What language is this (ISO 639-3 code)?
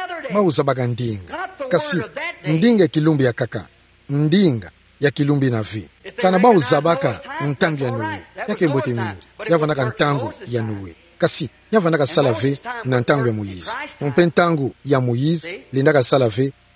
ktu